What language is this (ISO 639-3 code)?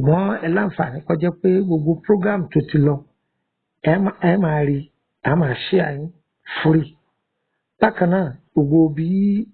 yor